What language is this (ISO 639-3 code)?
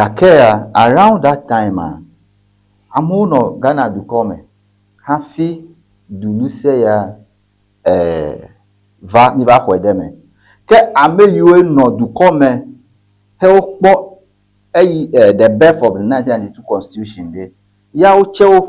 ewe